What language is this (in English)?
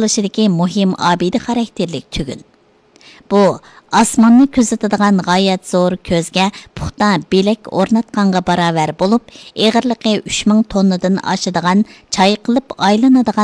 Uyghur